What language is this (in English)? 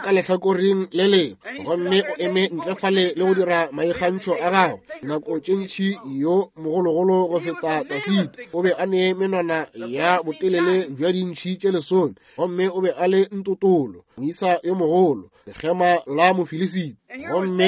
Northern Sotho